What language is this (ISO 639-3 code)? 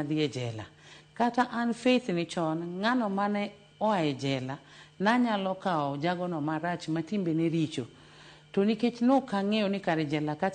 luo